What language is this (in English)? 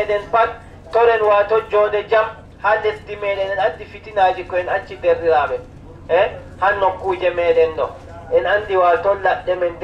Adamawa Fulfulde